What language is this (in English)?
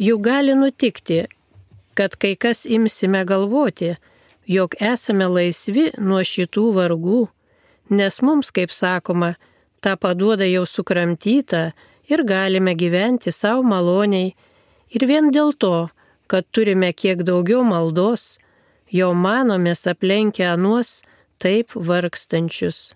Lithuanian